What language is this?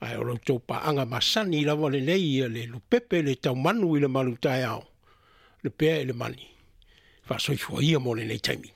Samoan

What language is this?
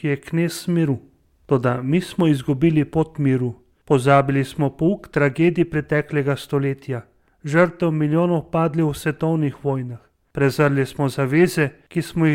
Slovenian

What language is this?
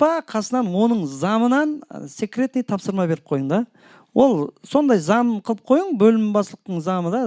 Kara-Kalpak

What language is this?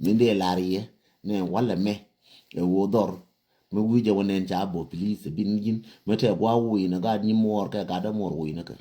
Nuer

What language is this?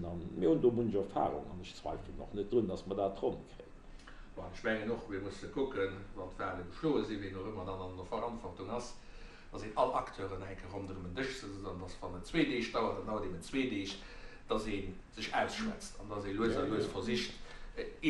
Luxembourgish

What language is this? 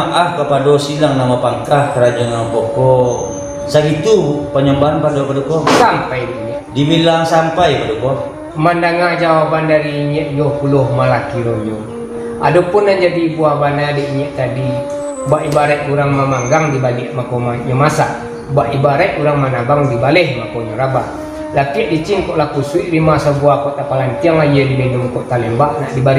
Minangkabau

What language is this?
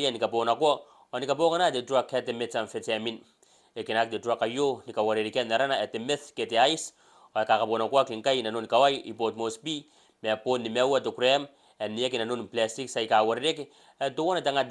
Gilbertese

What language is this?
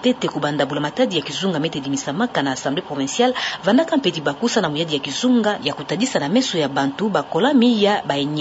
Kituba (Democratic Republic of Congo)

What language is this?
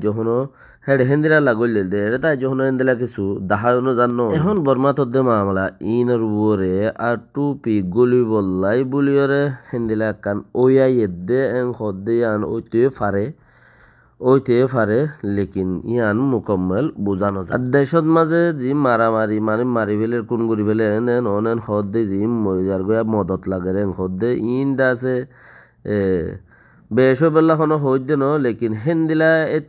Rohingya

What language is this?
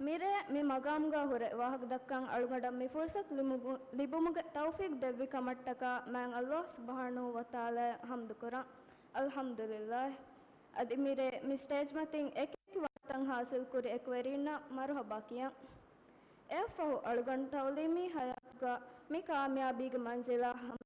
Divehi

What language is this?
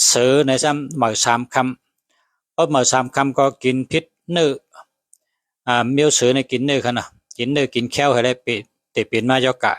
Shan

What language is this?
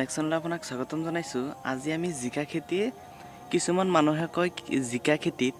Assamese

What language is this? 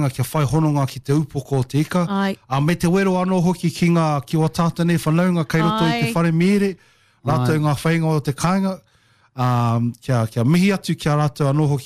Māori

